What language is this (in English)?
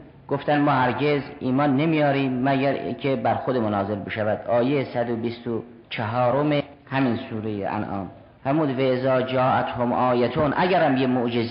Persian